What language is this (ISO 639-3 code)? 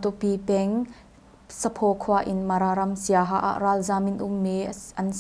cnh